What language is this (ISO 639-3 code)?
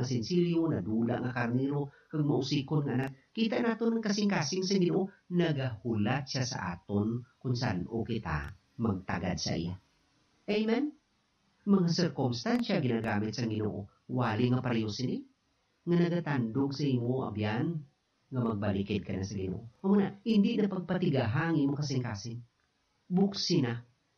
hil